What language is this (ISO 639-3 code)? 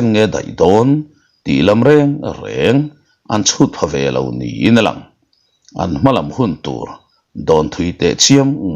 lus